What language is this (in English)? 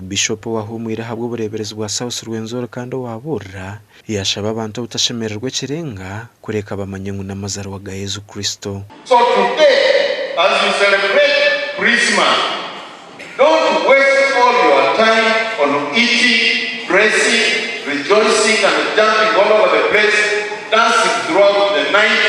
Nyankole